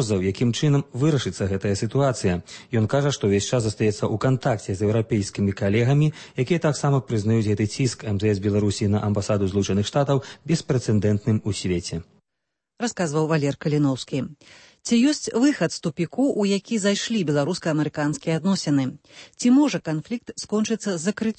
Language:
Belarusian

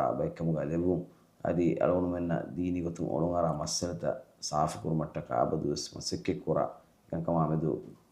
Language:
Divehi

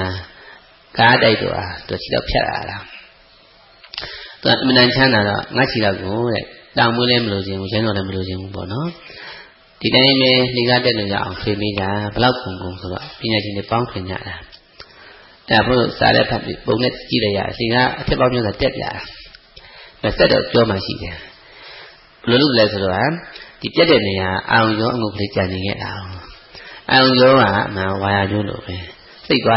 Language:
Burmese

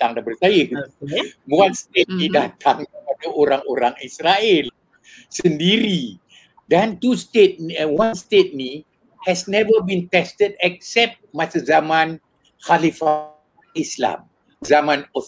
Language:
Malay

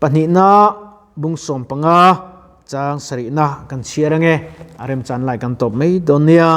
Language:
Mizo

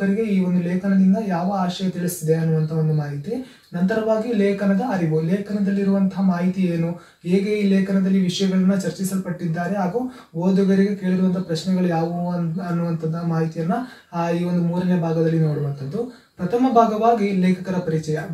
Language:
Kannada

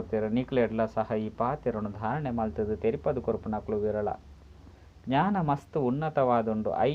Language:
Tulu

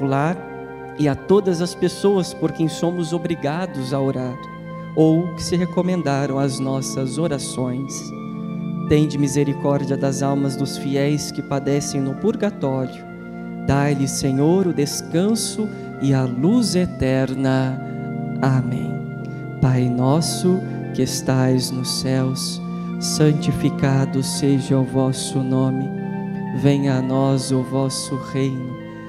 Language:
Portuguese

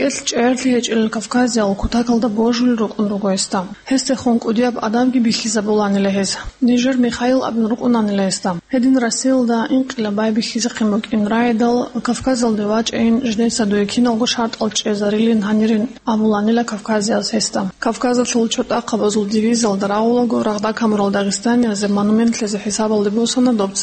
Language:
Avaric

